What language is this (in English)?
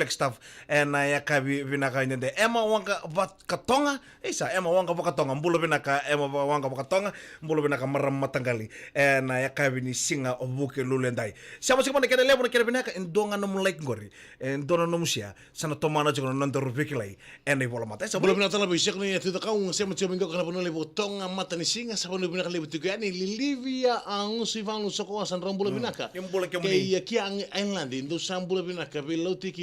Fijian